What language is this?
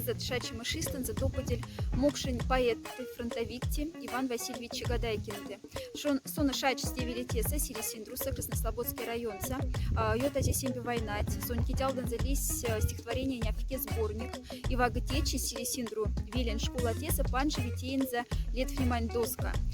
Moksha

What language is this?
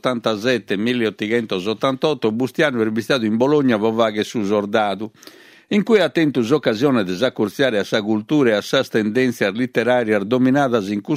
Sardinian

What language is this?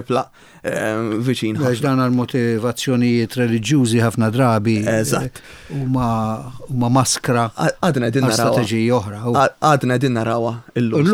Maltese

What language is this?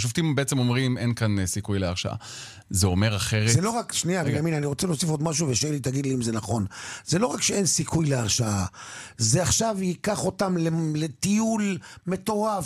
Hebrew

